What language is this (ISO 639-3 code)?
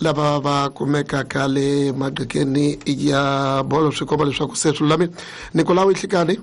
tso